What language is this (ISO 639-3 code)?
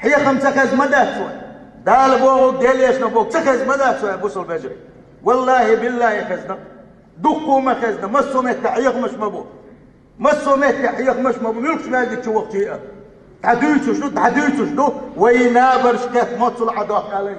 che